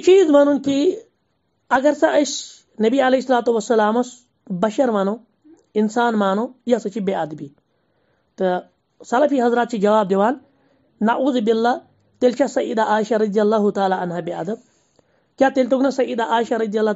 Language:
Kashmiri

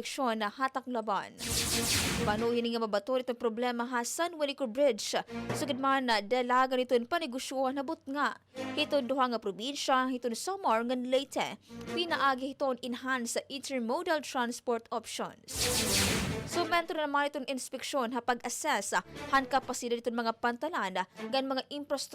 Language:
Waray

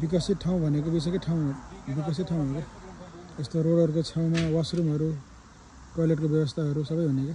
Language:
Nepali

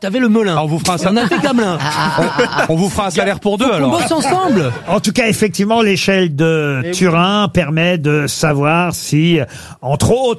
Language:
French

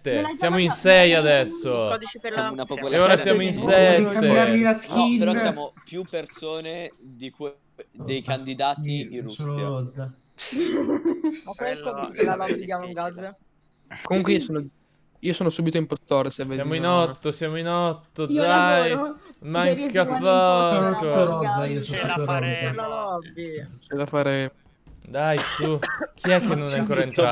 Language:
Italian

